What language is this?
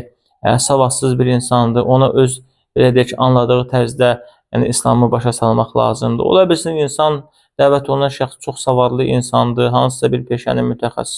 Azerbaijani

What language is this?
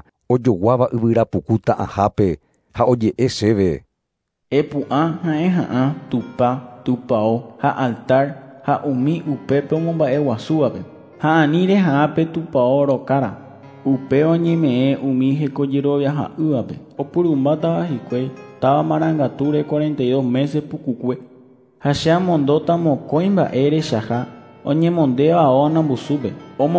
Guarani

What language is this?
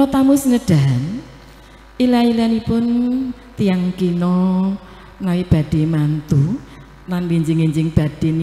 Javanese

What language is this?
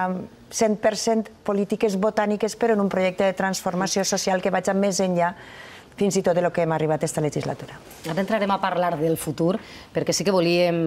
Catalan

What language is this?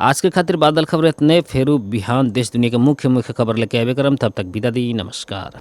Bhojpuri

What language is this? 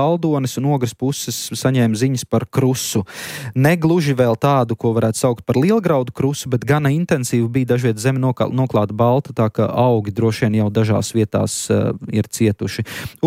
Latvian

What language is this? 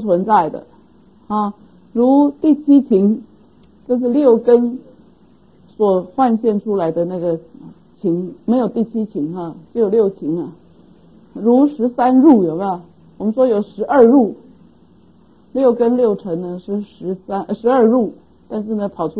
Chinese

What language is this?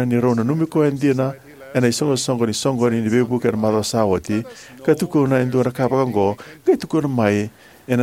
Fijian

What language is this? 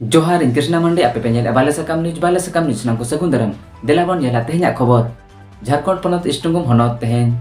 Santali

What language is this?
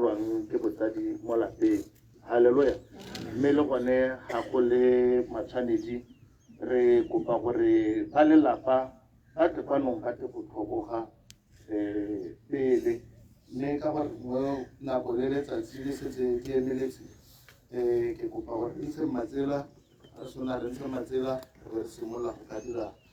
Tswana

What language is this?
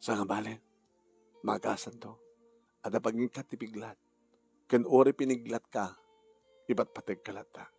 Iloko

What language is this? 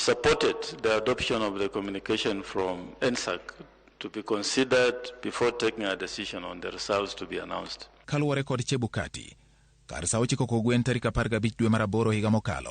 Luo (Kenya and Tanzania)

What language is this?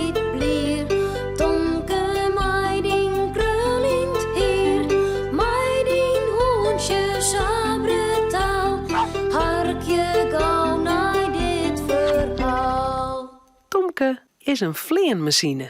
Western Frisian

